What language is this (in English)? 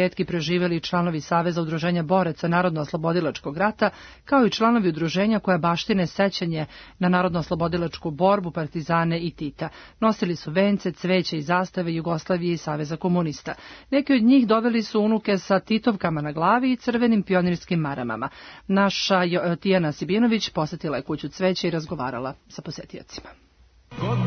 Serbian